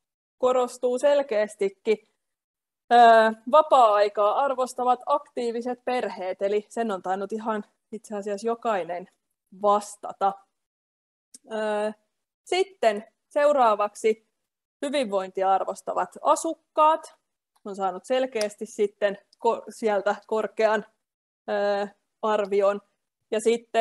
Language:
Finnish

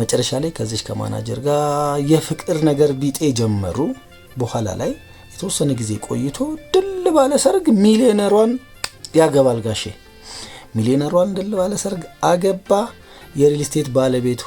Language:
Amharic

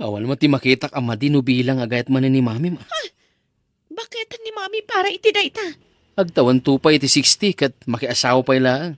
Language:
Iloko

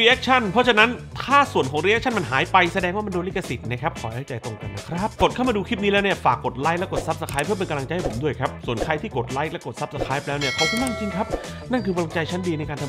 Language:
Thai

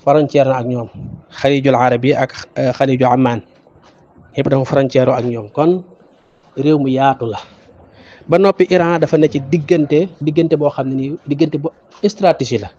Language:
Wolof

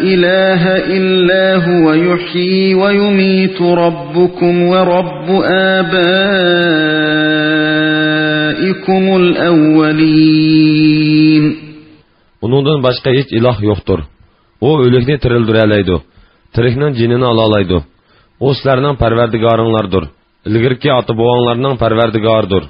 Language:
Uyghur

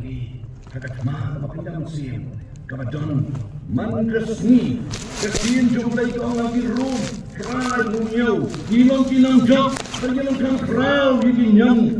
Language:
Khasi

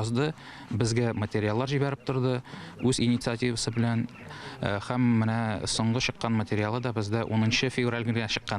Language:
Tatar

